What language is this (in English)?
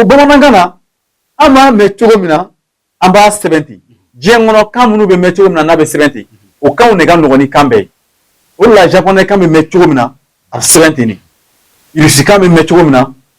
Bambara